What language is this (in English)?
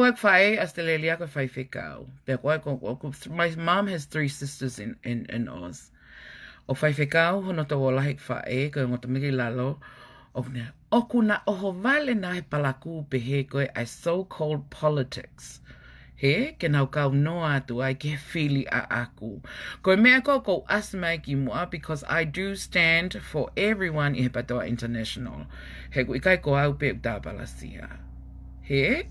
Tongan